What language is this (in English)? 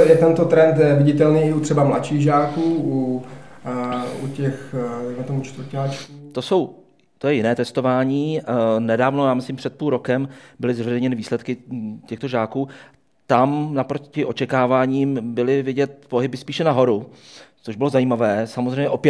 Czech